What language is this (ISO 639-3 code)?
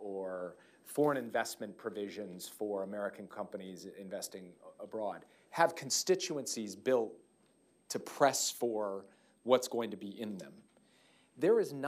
eng